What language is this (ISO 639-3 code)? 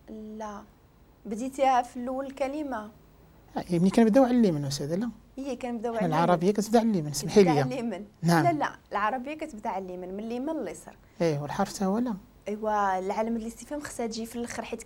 ary